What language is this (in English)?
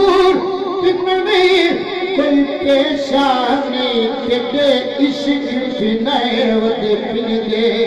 Saraiki